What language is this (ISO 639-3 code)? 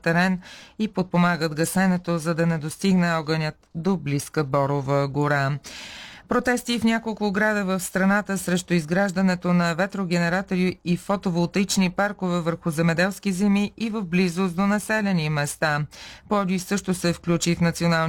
bul